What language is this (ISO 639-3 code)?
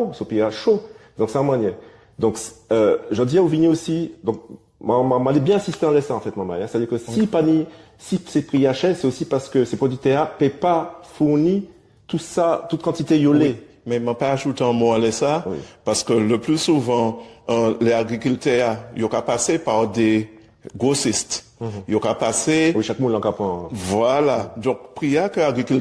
gcf